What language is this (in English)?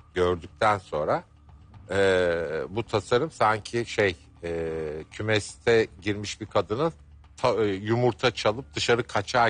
Turkish